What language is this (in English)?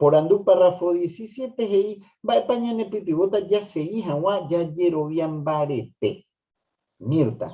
Guarani